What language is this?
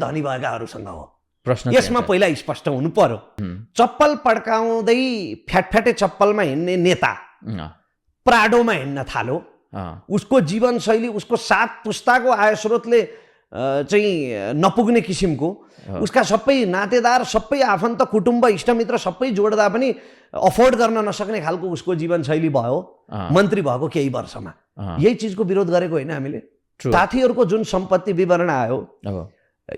Nepali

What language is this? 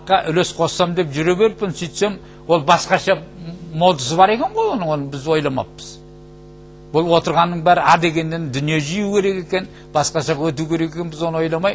Kazakh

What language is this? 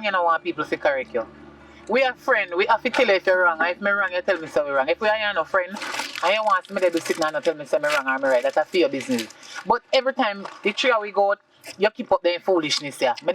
Jamaican Creole English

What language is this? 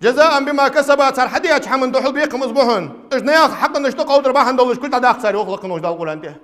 Ingush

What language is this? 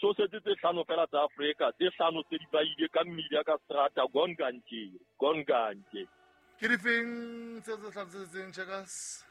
Southern Sotho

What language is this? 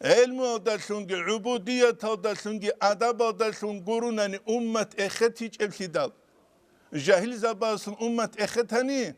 Avaric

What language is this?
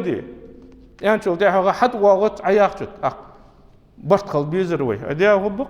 Ingush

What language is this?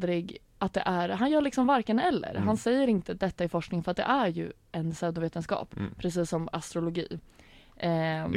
Swedish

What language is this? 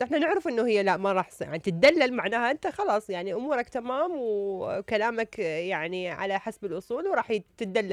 Mesopotamian Arabic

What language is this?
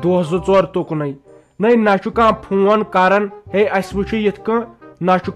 Kashmiri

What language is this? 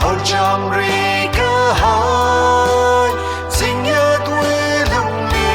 Tangkhul Naga (India)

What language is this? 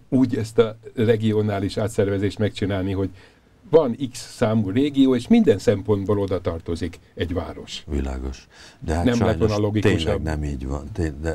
Hungarian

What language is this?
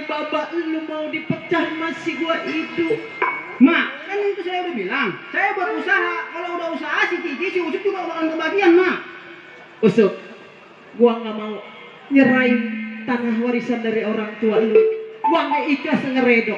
Betawi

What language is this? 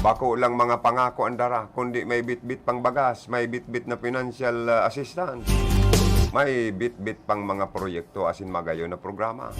Bikol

